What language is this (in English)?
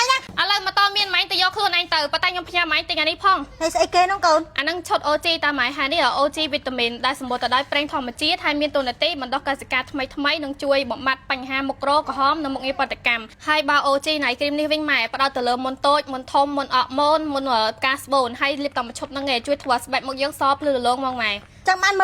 Khmer